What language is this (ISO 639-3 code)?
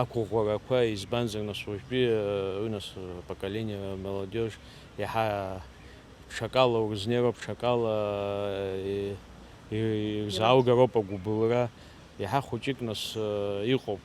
abk